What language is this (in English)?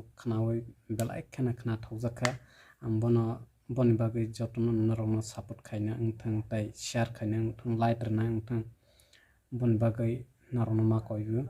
Kok Borok